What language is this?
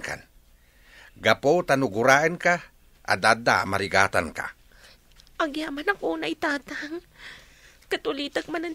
Iloko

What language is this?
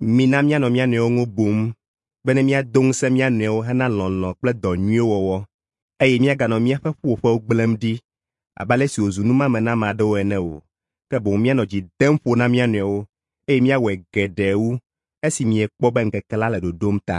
Ewe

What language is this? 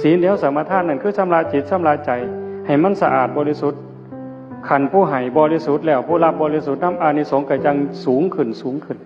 Northeastern Thai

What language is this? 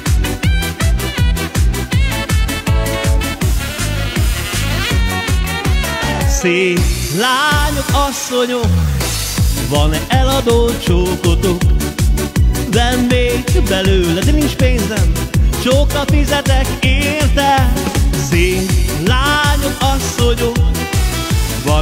Hungarian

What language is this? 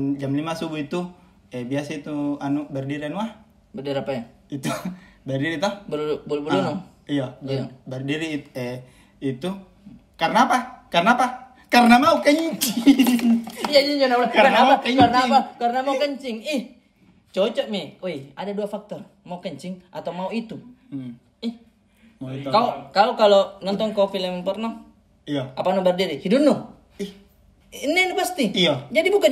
Makassar Malay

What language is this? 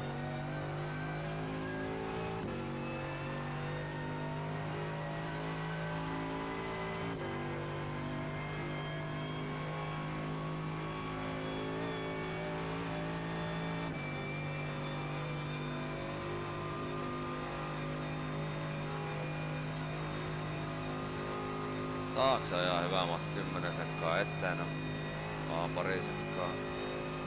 Finnish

